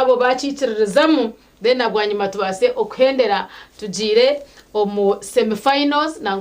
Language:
Nyankole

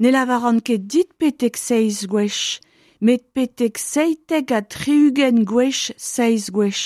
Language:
Breton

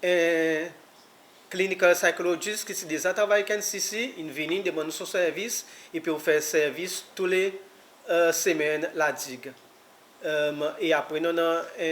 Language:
Seselwa Creole French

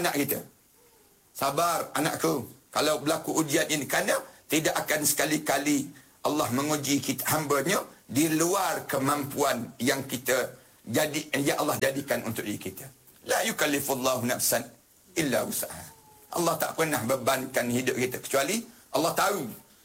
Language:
Malay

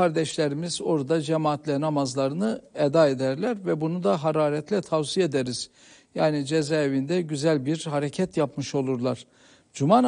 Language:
Turkish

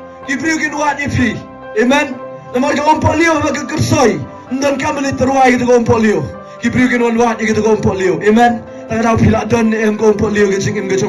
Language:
Khasi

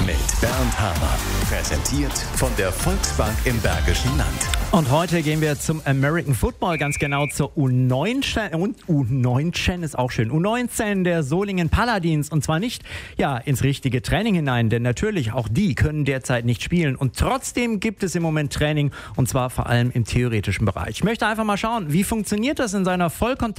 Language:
German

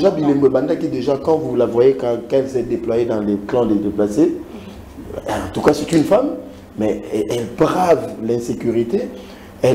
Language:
French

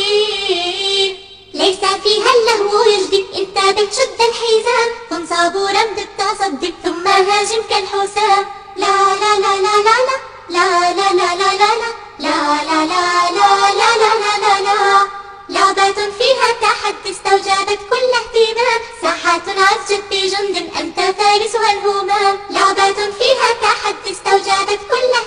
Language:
Arabic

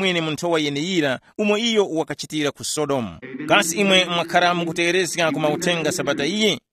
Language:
Tumbuka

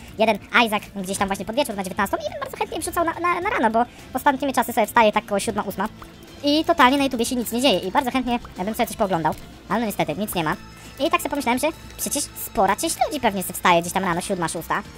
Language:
Polish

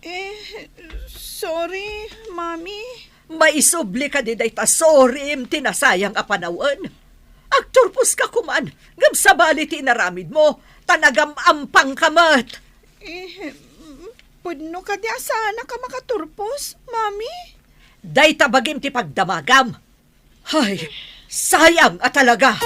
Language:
Iloko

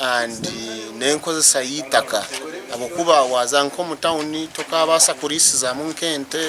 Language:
Nyankole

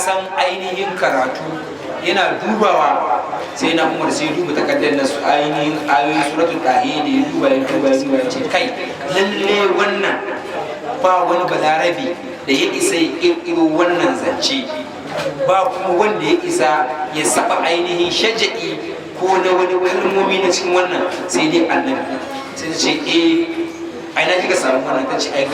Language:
Hausa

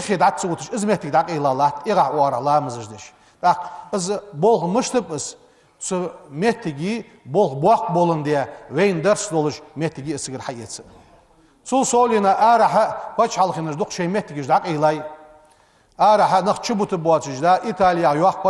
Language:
Ingush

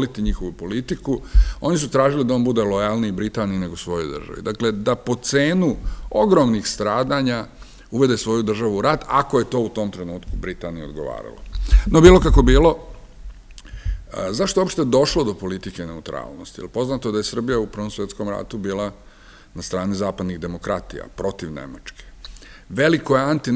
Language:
Serbian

